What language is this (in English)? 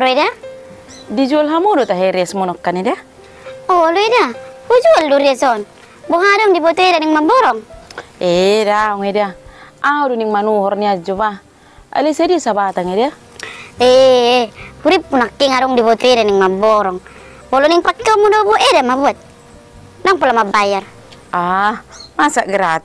Batak Toba